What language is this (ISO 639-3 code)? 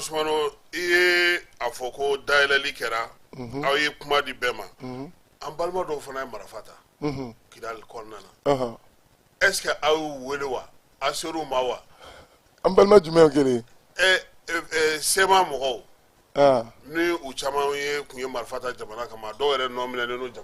bam